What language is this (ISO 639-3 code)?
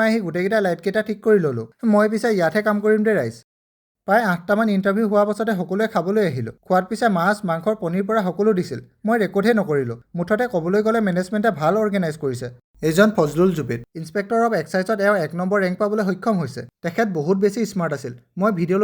asm